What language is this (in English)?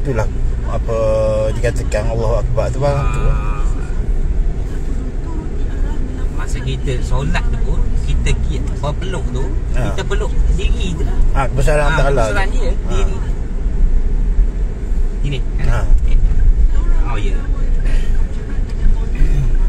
Malay